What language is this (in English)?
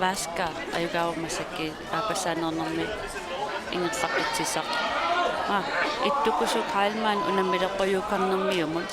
Kalaallisut